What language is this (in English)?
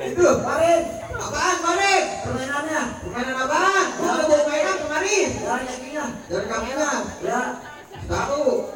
Betawi